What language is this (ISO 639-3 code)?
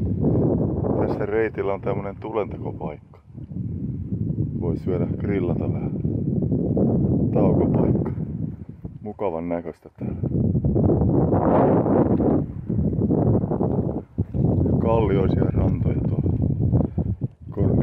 fin